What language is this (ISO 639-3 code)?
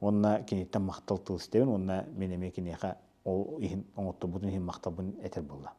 sah